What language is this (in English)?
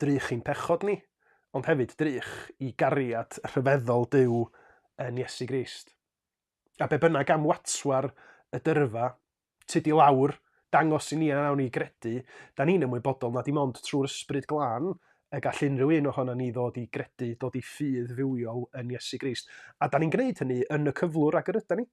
Welsh